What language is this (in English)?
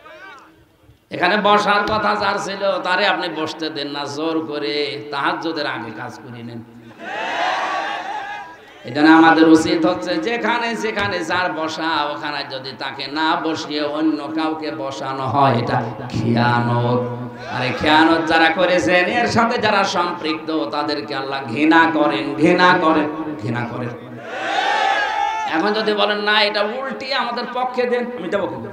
Bangla